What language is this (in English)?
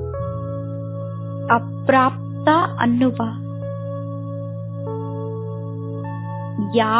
Kannada